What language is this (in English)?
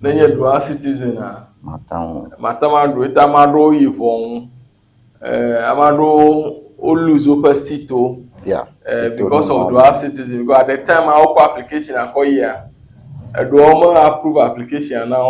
Ewe